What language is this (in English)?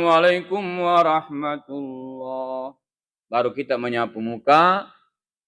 Buginese